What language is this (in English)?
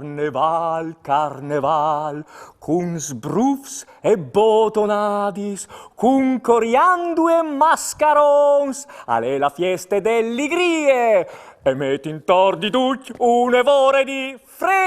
Friulian